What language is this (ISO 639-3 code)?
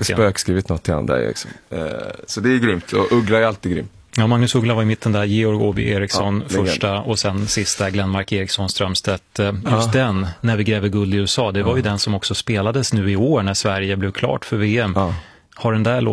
swe